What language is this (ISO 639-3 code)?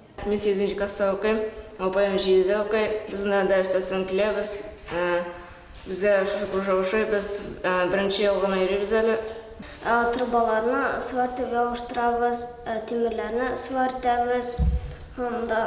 tat